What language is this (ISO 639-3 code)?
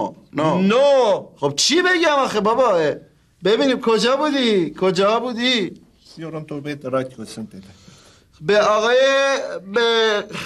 fas